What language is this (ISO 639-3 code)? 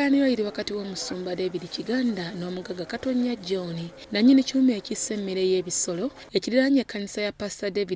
lug